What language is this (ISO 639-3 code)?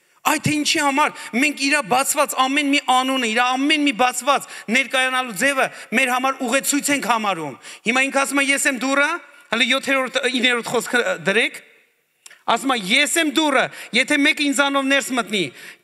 hye